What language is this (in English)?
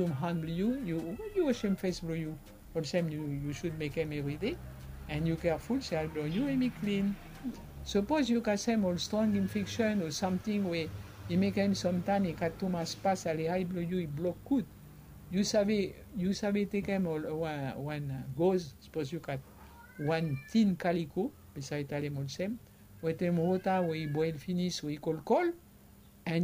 Bislama